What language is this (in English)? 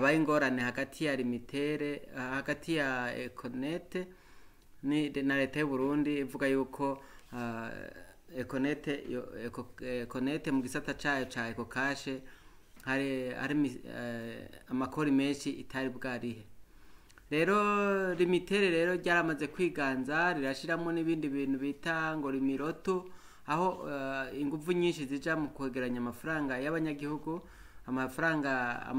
Rundi